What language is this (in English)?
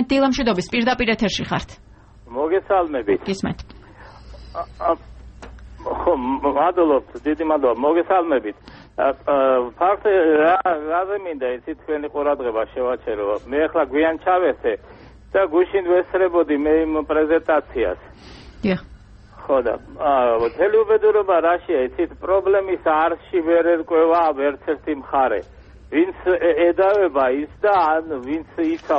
Georgian